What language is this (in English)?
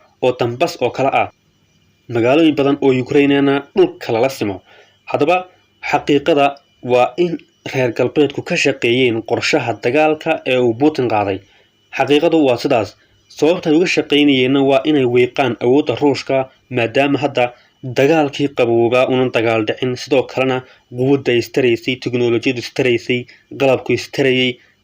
Somali